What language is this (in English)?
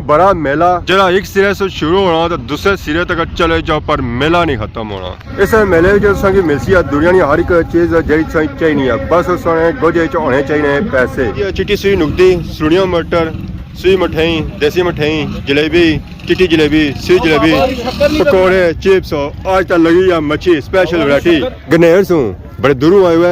Pahari-Potwari